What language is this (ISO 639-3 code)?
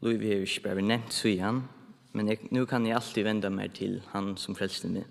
fao